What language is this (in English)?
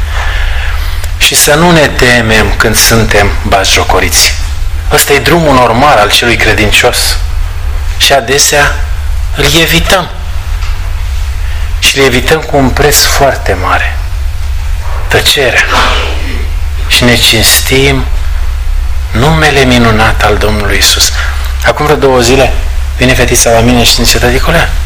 Romanian